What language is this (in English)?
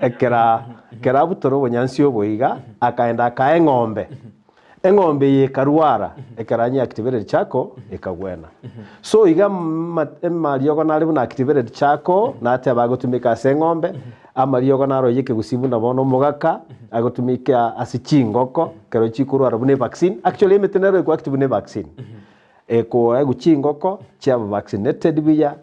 Gusii